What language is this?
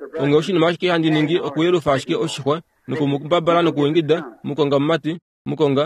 Kuanyama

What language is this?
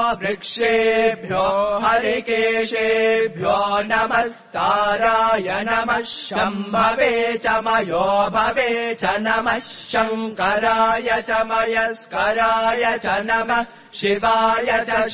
Sanskrit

